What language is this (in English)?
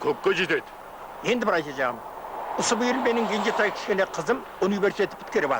Kara-Kalpak